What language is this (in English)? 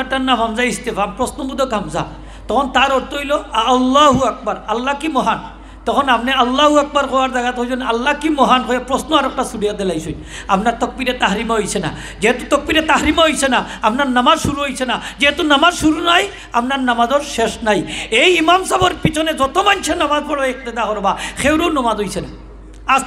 Sylheti